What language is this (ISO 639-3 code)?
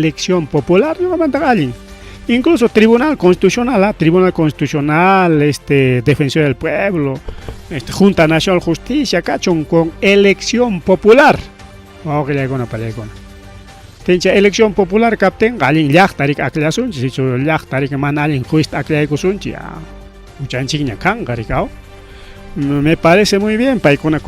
quy